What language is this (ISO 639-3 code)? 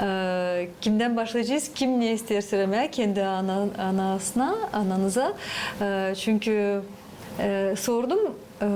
gag